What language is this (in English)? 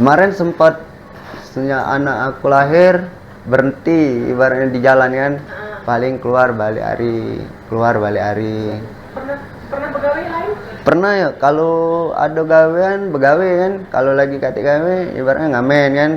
Musi